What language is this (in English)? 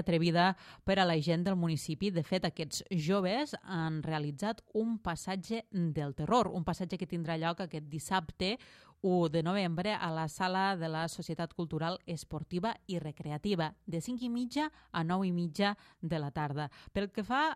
Catalan